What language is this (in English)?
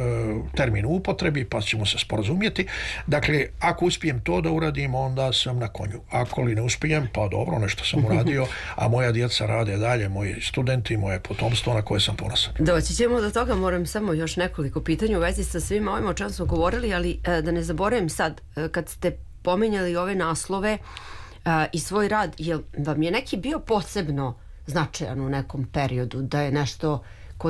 Serbian